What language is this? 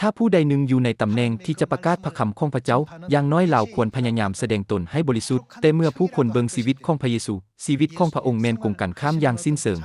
Lao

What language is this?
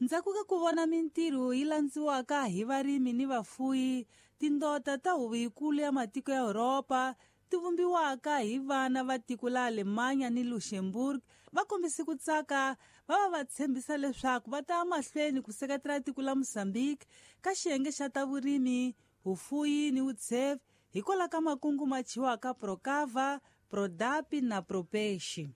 Tsonga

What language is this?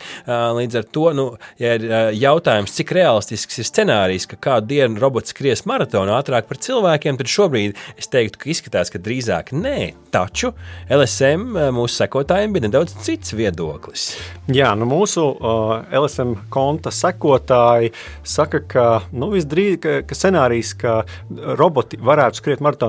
Latvian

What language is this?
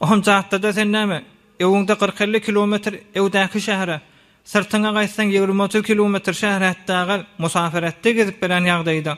Turkmen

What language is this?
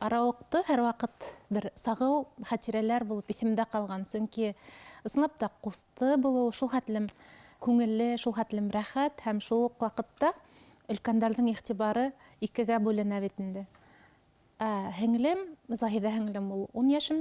Bashkir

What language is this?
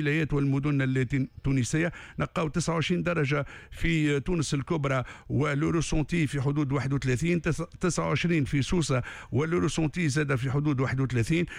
Tunisian Arabic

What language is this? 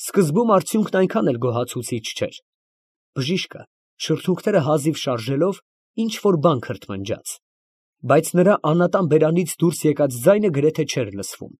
Armenian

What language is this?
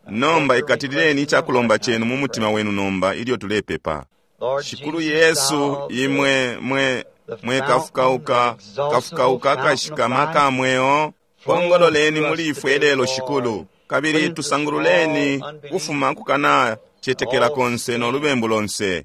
Bemba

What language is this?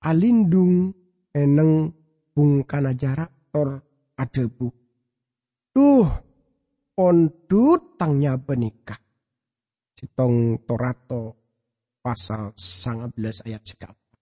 Madurese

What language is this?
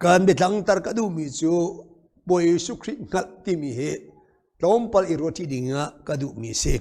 Hakha Chin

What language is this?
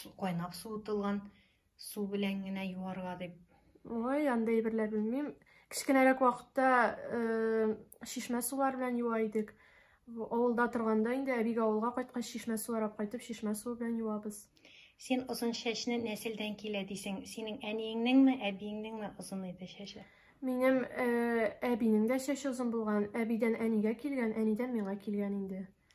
Tatar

